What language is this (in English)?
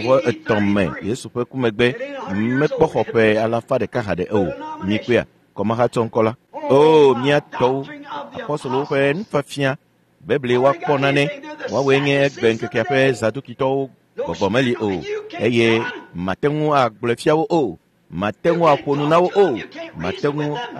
Ewe